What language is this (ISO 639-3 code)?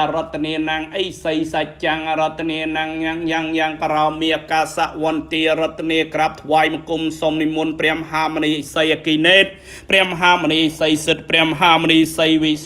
khm